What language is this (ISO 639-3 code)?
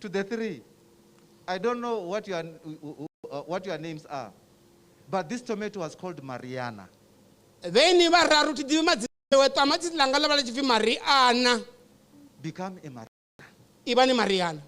ven